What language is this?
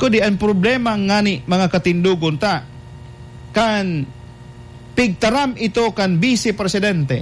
Bikol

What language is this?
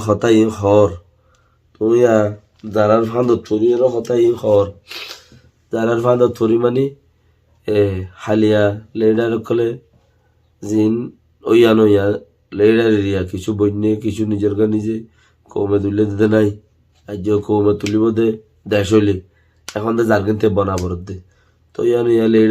Rohingya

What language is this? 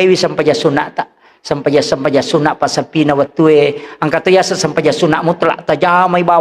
Buginese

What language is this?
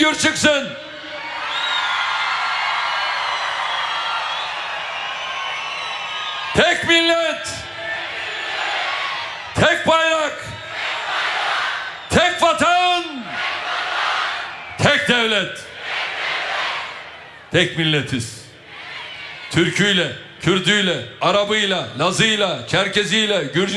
Turkish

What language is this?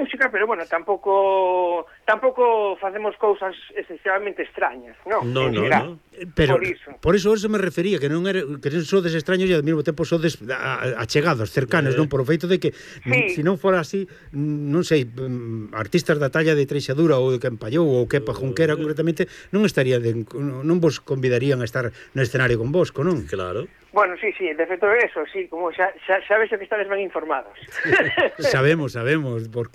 Galician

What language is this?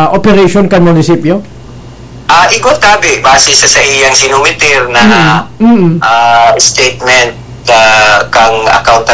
Bikol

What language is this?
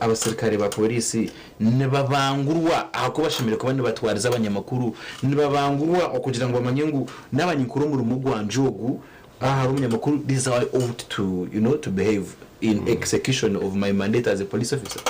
Nyankole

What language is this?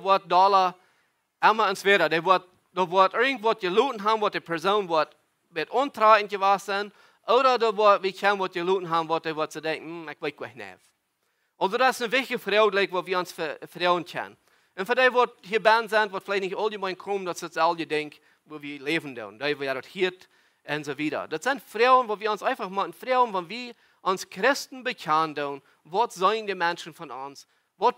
Plautdietsch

